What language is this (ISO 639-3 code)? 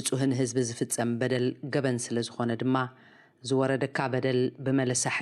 tir